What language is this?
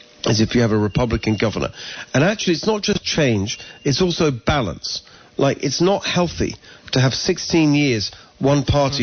English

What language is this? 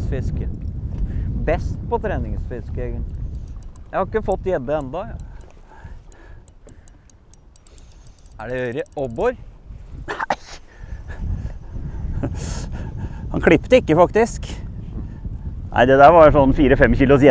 Norwegian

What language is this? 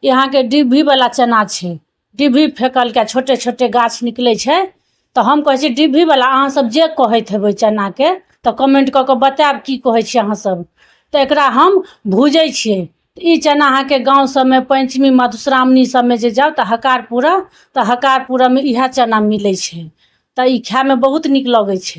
Maithili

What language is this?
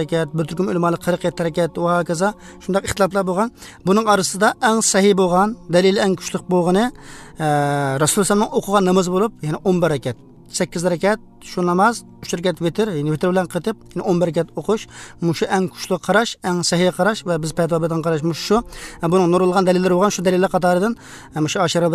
Uzbek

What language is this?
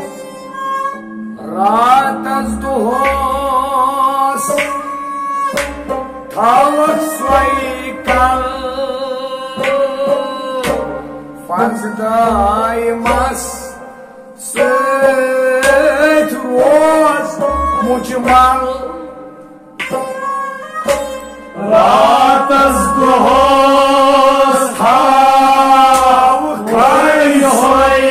Kashmiri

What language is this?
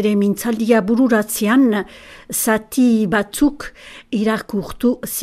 Basque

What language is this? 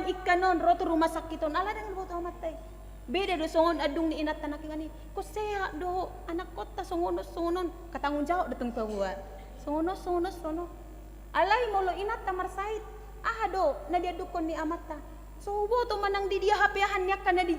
Batak Toba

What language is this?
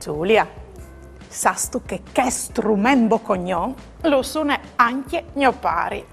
Friulian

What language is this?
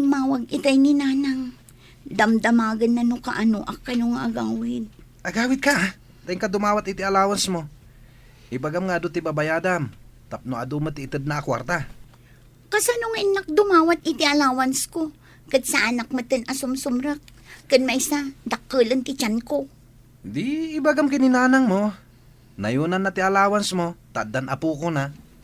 Iloko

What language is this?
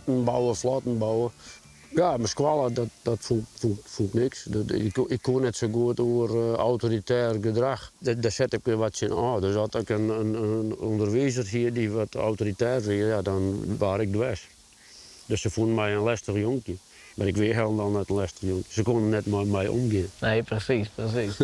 Western Frisian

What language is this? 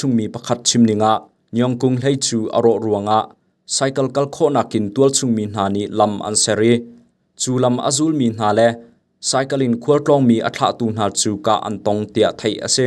Hakha Chin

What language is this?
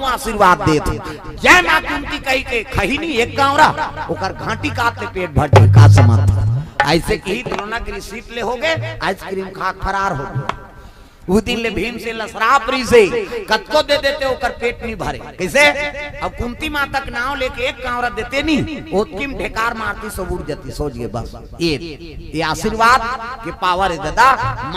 Chhattisgarhi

